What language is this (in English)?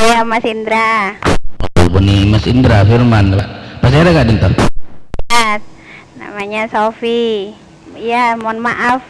Madurese